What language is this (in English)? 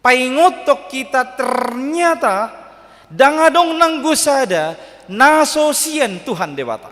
Batak Toba